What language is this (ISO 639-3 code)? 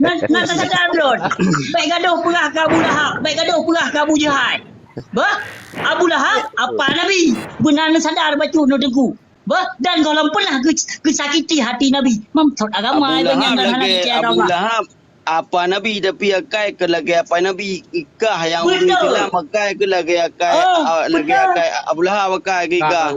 ace